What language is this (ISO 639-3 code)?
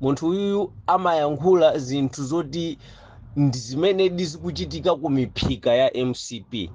nya